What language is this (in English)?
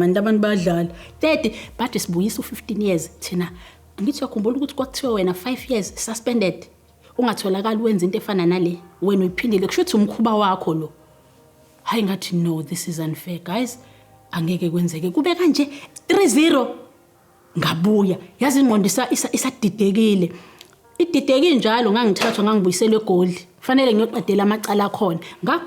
Zulu